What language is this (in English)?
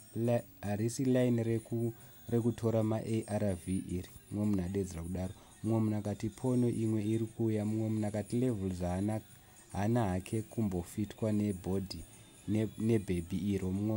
Shona